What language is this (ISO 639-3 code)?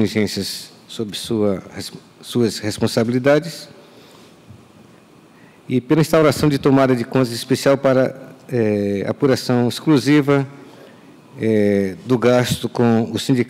por